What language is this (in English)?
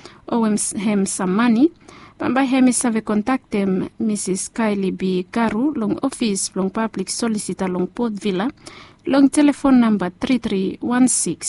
Bislama